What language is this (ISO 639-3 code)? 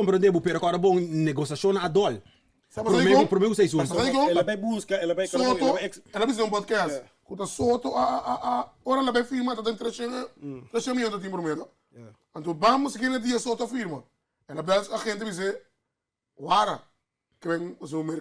pap